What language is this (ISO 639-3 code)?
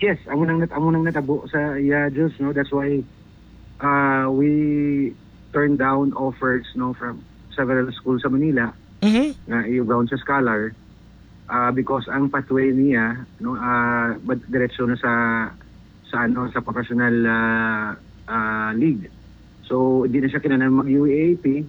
hil